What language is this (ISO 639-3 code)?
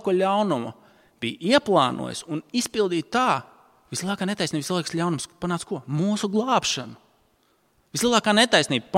lav